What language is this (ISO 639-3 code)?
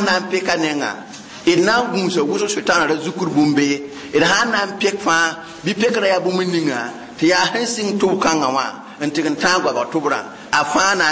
mos